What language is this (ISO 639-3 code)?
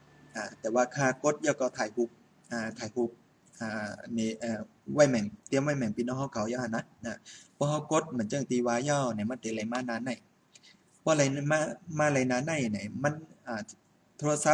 shn